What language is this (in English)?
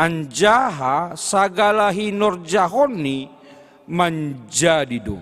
Batak Simalungun